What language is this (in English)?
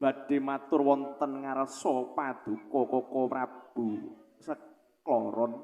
Javanese